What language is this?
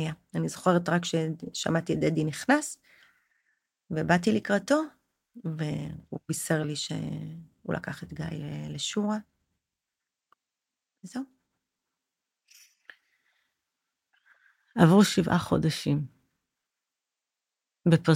Hebrew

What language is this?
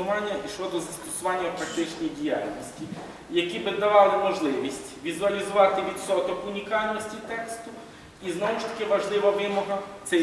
Ukrainian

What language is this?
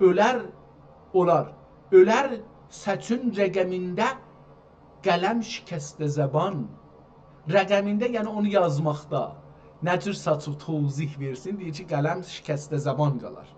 South Azerbaijani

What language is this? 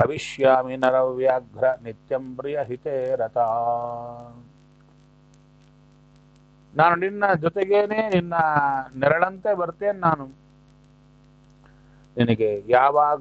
Kannada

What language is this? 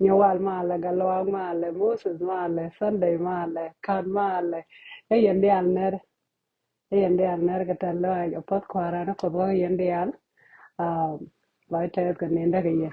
Nuer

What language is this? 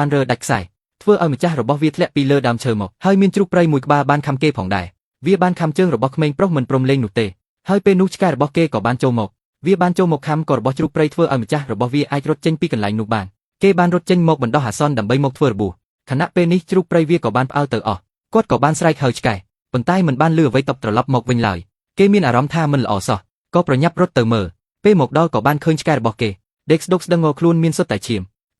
Khmer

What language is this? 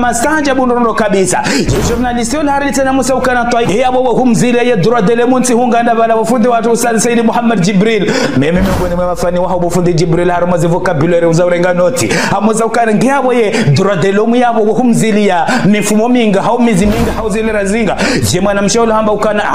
Ngazidja Comorian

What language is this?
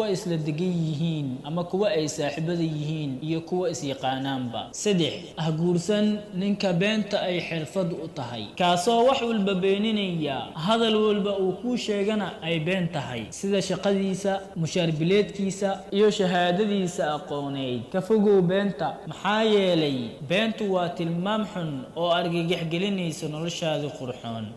Somali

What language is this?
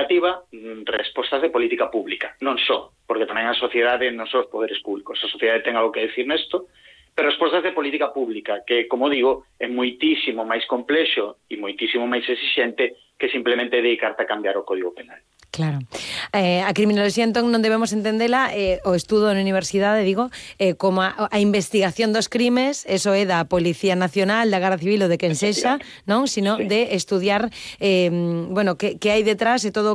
Galician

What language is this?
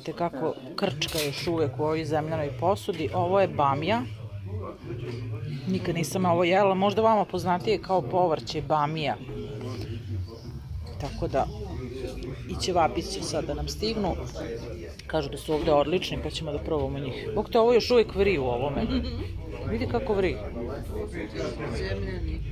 Serbian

